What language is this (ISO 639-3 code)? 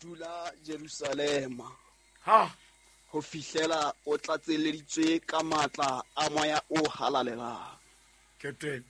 sot